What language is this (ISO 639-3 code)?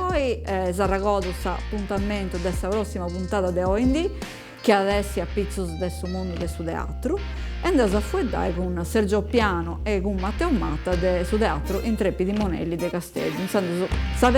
srd